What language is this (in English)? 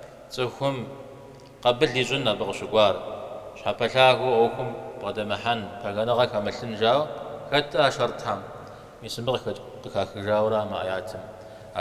Kabardian